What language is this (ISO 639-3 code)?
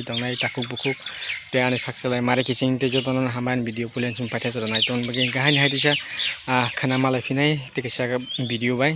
trp